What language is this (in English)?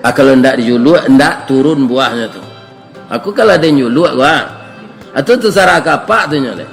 Minangkabau